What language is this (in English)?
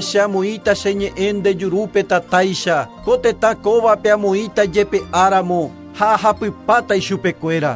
Guarani